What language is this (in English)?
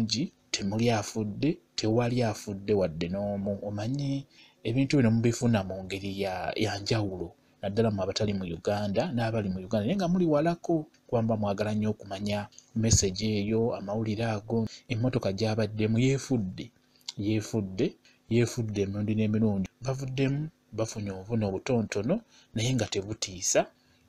Ganda